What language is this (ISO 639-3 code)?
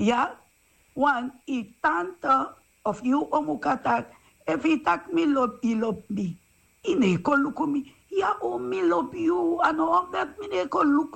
srn